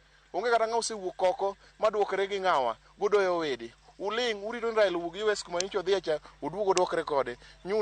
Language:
Luo (Kenya and Tanzania)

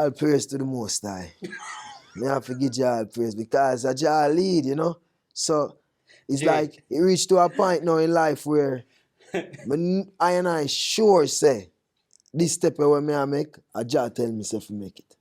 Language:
Jamaican Creole English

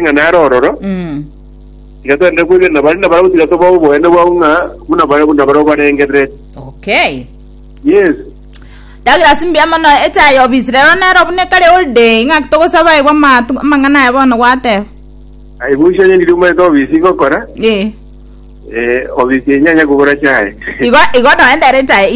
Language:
Gusii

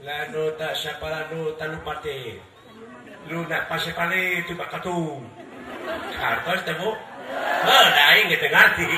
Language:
Sundanese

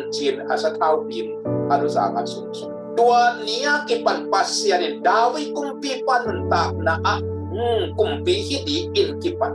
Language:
Tedim Chin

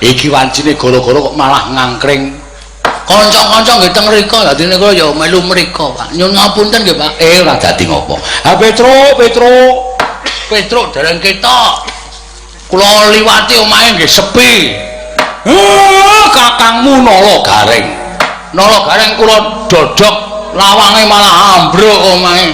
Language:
Javanese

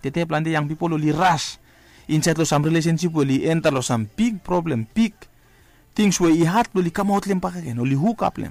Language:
Bislama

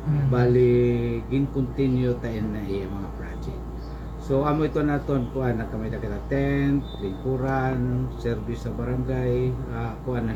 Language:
Waray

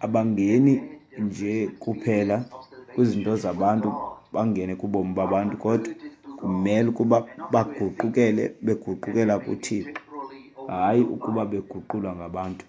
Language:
Xhosa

